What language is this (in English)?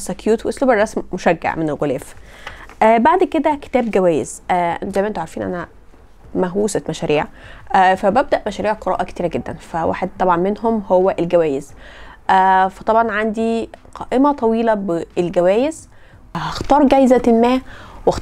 Egyptian Arabic